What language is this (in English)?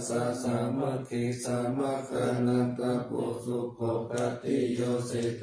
Pali